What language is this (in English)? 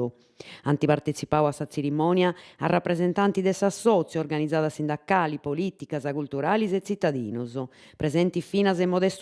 Sardinian